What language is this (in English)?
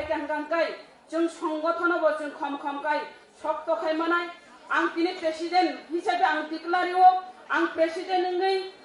Kok Borok